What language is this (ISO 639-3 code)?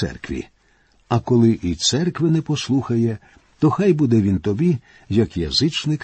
ukr